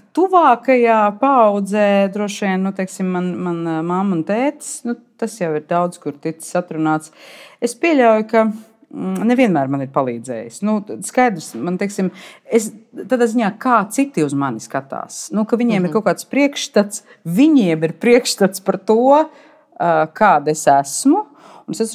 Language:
Latvian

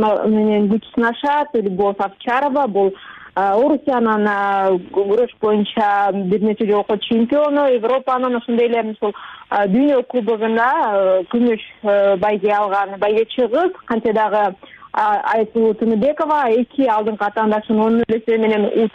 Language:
Kyrgyz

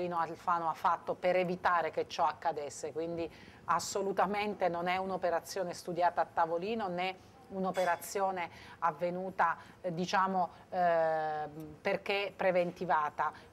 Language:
Italian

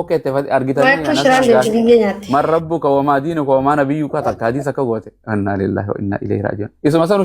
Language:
Oromo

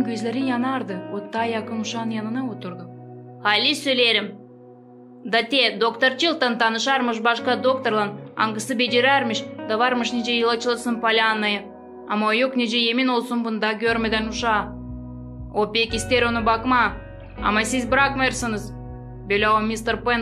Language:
Gagauz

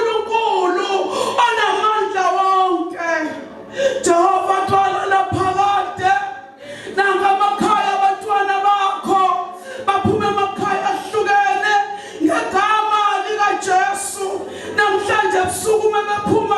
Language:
Zulu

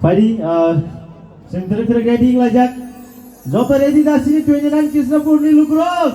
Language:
Kok Borok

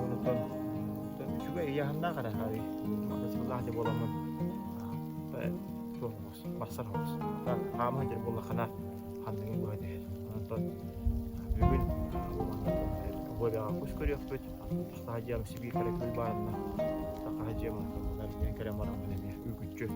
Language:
Yakut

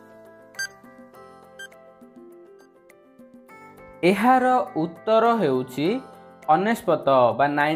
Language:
Odia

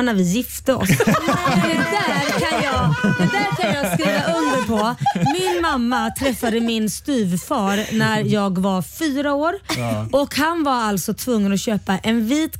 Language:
Swedish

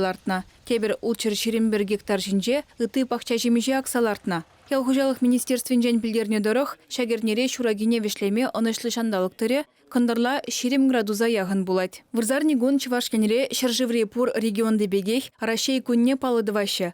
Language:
Chuvash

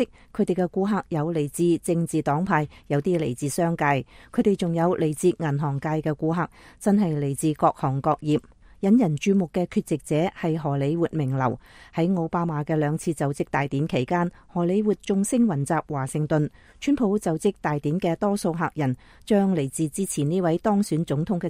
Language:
Cantonese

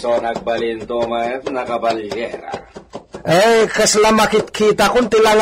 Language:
Iloko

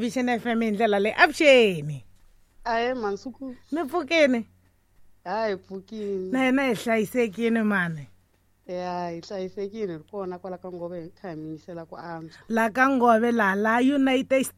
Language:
Tsonga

